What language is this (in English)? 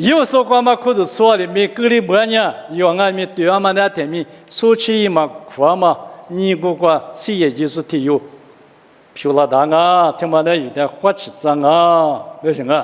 Lisu